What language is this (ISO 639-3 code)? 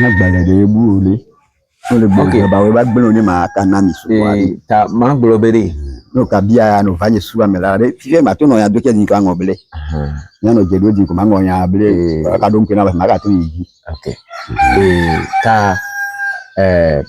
ewe